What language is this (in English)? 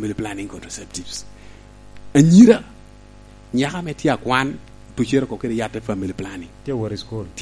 Lango (Uganda)